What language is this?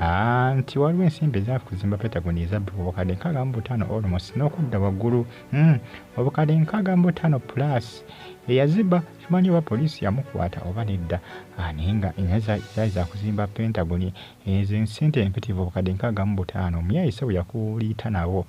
Ganda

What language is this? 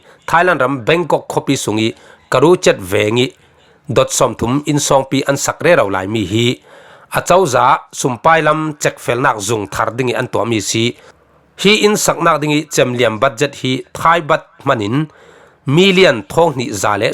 Falam Chin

